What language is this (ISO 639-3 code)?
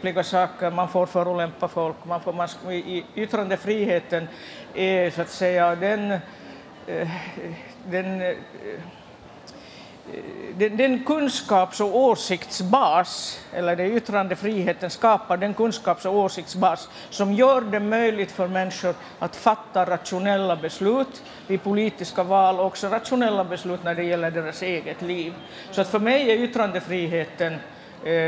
swe